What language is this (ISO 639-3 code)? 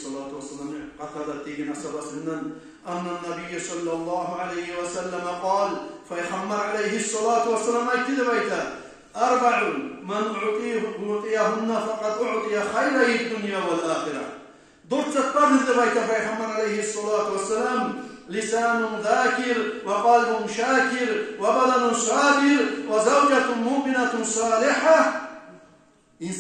kum